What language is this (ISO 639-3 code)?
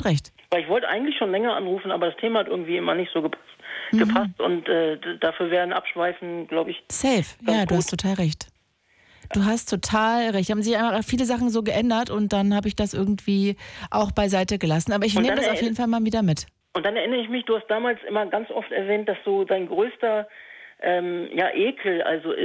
deu